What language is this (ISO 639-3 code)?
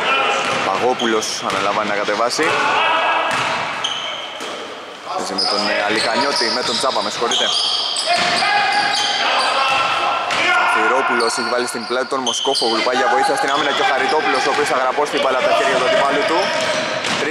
ell